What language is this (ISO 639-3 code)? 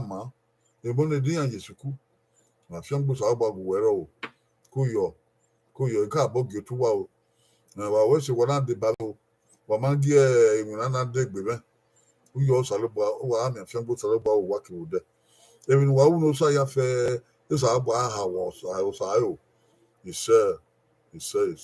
bin